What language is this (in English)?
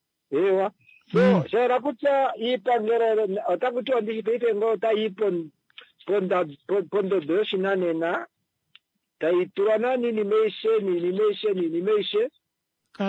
Kuanyama